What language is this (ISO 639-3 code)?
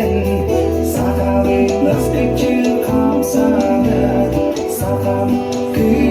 sah